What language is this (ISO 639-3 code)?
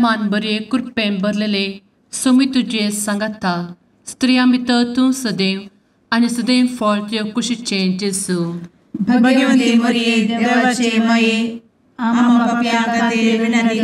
kok